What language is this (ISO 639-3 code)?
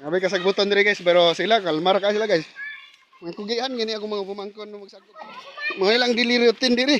ceb